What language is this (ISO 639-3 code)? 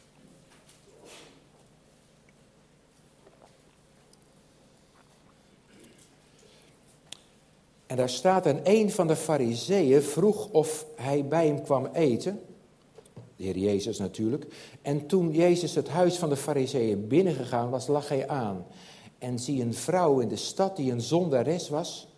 nld